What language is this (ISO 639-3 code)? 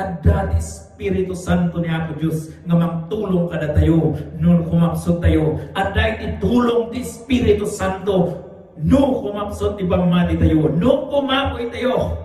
ilo